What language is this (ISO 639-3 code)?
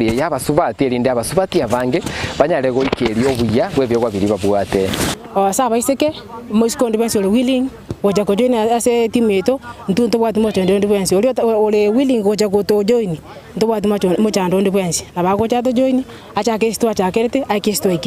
guz